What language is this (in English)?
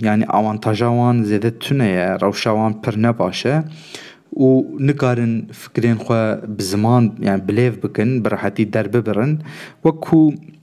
Kurdish